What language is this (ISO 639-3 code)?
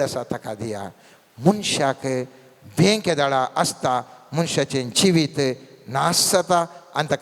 kok